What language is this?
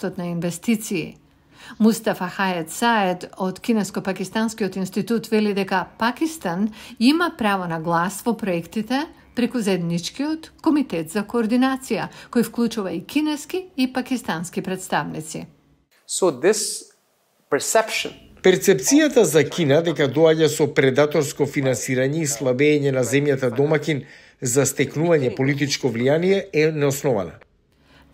Macedonian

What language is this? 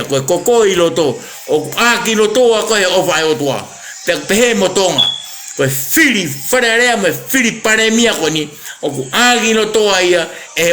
Tongan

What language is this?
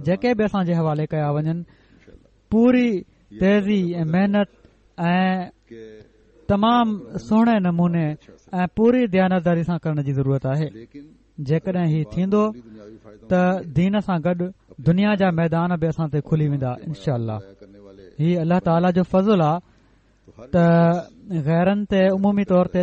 Sindhi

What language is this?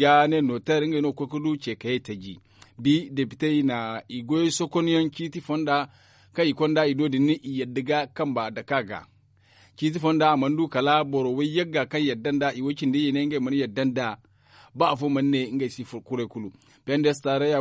Zarma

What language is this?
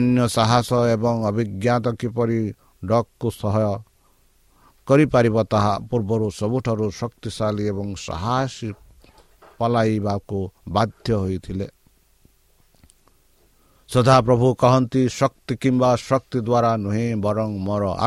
Odia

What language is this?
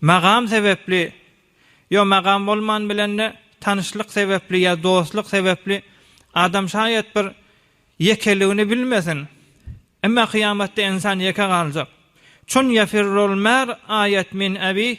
Turkmen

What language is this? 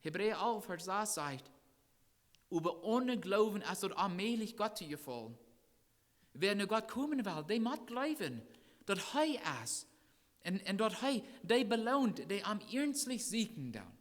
Plautdietsch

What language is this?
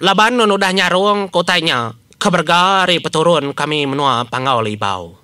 Iban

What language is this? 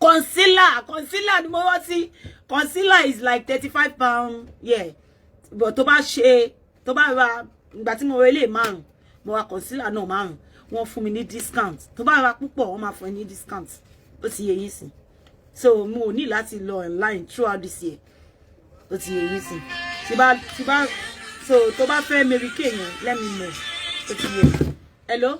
Yoruba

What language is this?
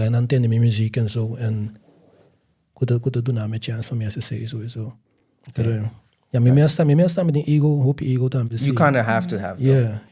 Papiamento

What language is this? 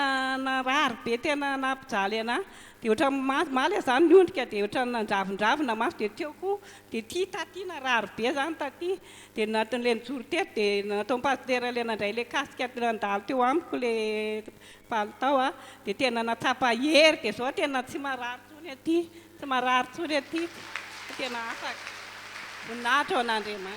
Malagasy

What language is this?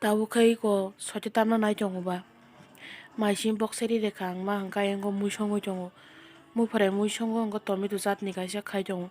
Kok Borok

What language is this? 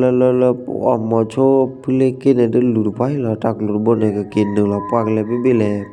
S'gaw Karen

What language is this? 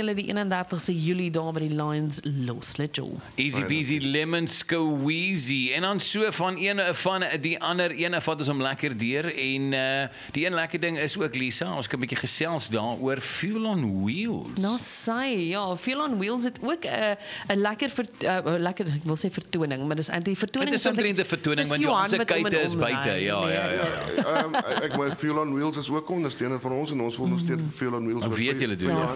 Afrikaans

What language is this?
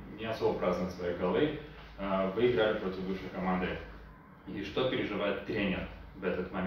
Russian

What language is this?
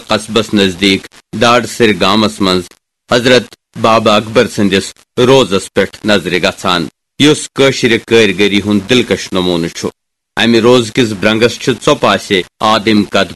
Kashmiri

